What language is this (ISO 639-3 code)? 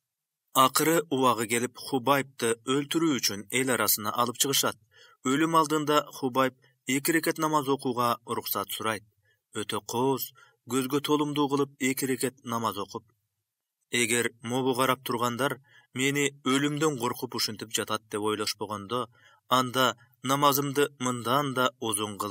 kir